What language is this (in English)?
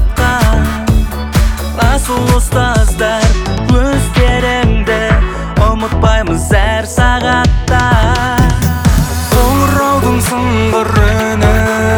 Kazakh